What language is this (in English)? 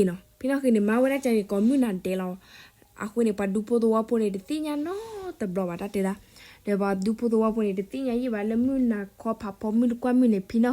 S'gaw Karen